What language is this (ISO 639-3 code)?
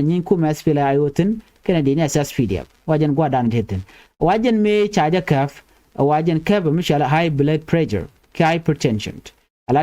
nus